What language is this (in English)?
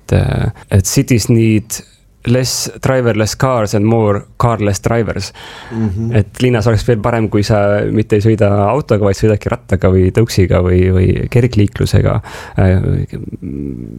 Estonian